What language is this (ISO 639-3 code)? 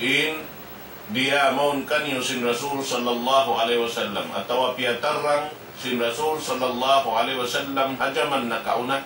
tsg